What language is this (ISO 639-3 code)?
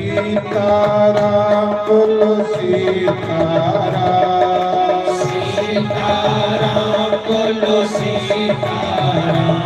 doi